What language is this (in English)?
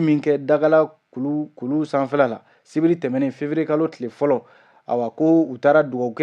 Bambara